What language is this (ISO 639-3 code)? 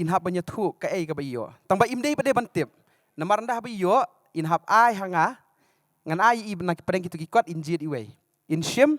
kha